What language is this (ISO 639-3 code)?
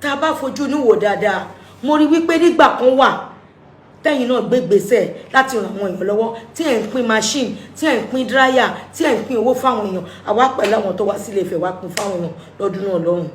yor